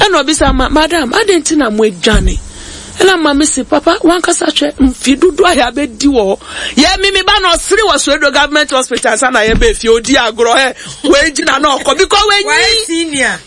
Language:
Akan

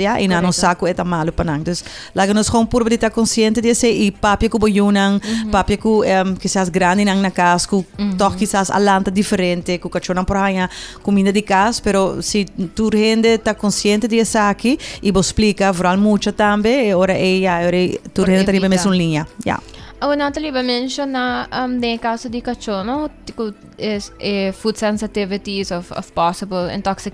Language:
Papiamento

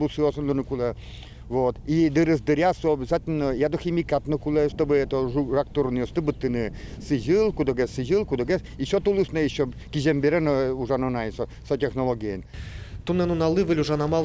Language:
Udmurt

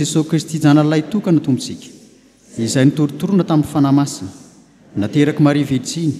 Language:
Malagasy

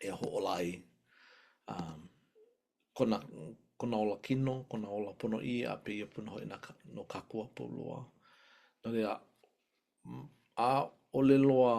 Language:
Hawaiian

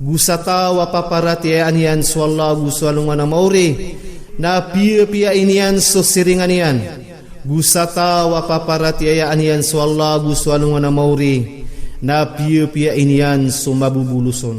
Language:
Maranao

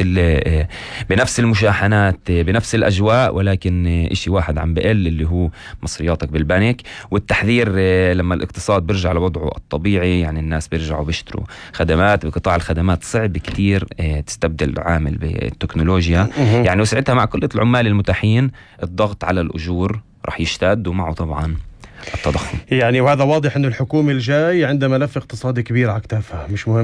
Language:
North Levantine Arabic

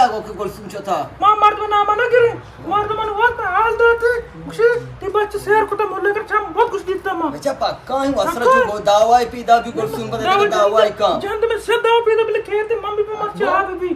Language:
Eastern Balochi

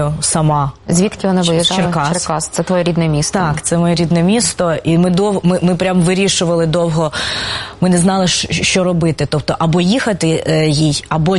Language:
Ukrainian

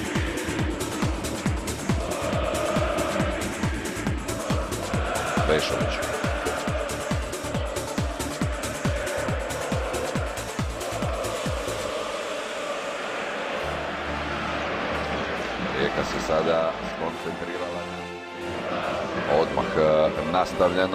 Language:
Croatian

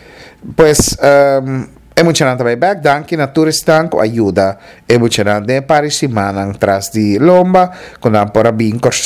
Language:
Papiamento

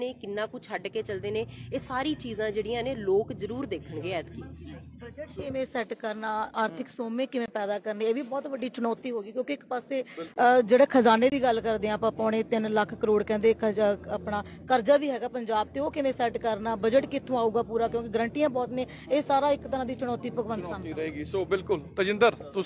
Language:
Punjabi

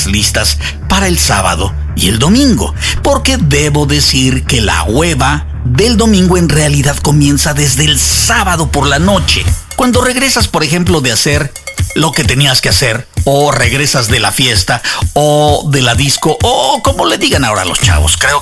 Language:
Spanish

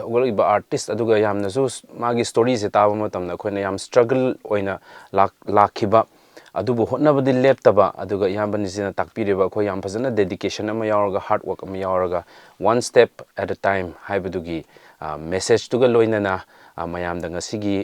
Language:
Manipuri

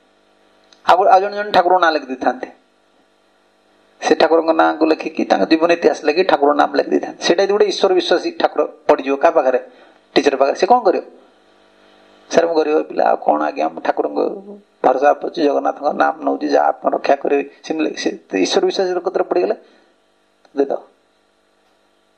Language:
Odia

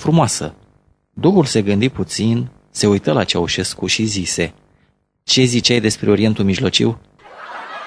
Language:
Romanian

